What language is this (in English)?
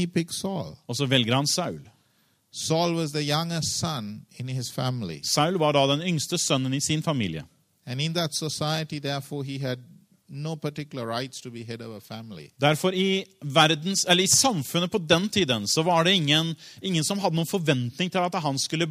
Norwegian